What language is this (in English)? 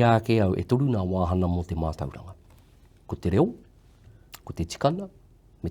Māori